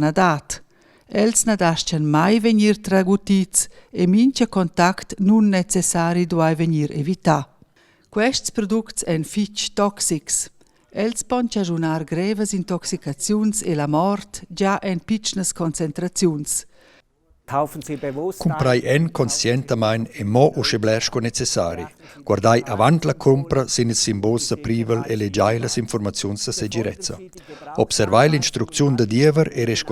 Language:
Romansh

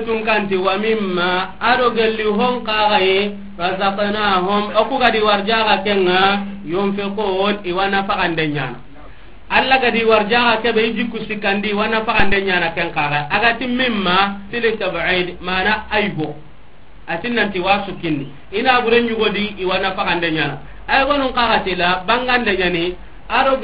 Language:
Soninke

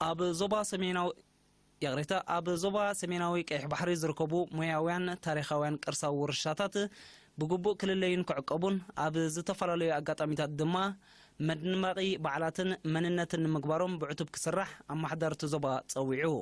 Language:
Tigrinya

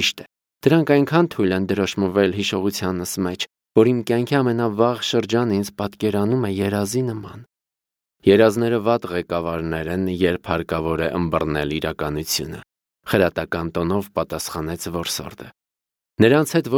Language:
Armenian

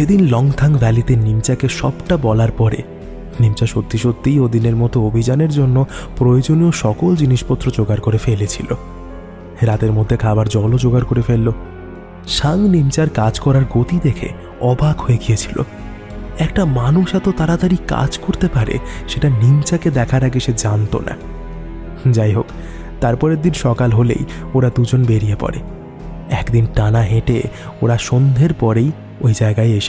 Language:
Bangla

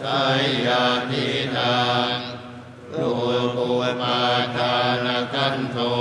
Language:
Pali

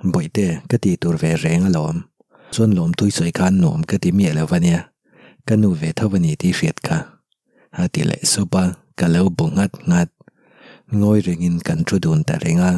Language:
Mizo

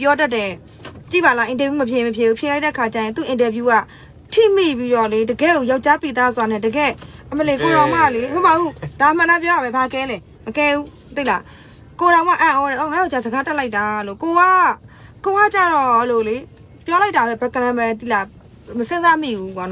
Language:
Burmese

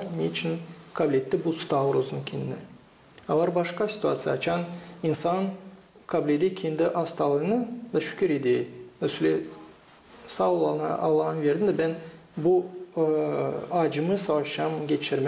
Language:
Gagauz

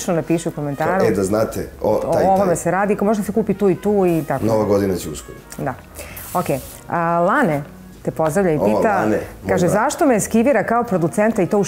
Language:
Serbian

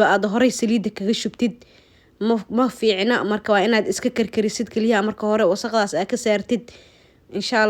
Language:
Somali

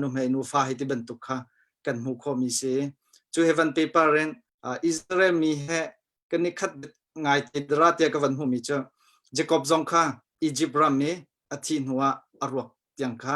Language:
Hakha Chin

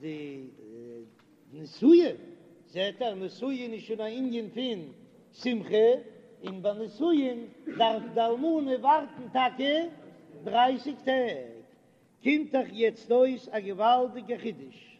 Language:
Yiddish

